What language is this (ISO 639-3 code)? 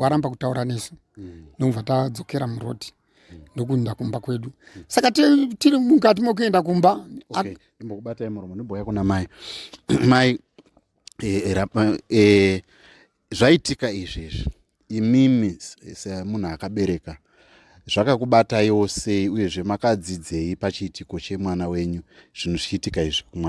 sna